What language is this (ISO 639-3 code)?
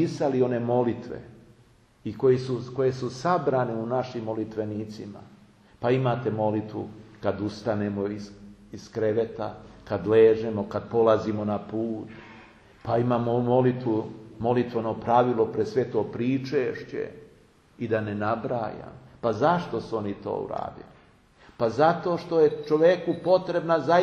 srp